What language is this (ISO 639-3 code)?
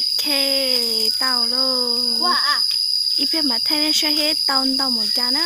hmn